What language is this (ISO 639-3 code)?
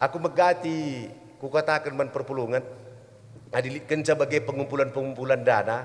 btx